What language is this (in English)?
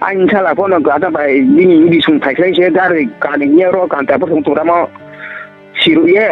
Riang (India)